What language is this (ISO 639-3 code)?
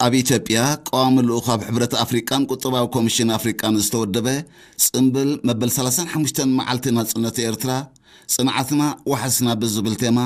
tir